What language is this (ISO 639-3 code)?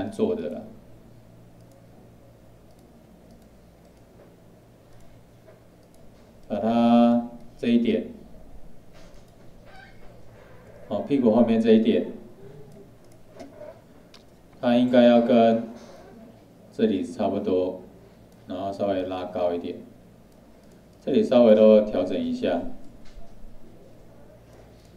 zho